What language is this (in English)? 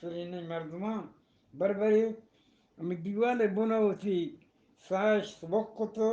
Eastern Balochi